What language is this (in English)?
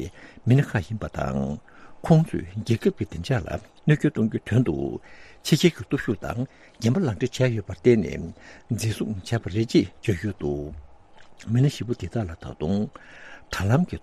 Tibetan